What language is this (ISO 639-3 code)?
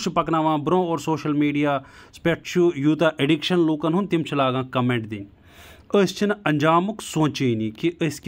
kas